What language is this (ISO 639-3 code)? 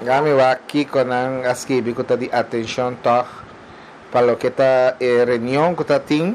pap